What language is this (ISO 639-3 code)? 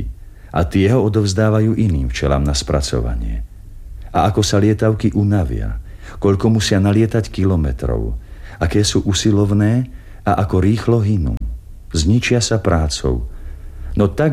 slk